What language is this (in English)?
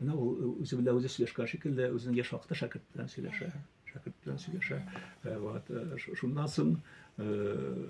Tatar